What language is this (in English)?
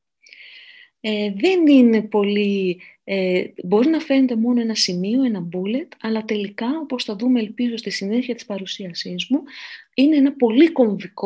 Greek